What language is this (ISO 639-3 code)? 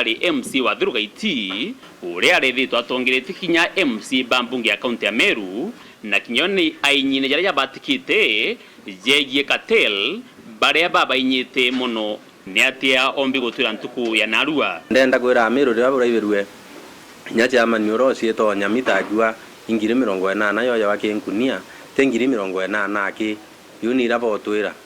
mer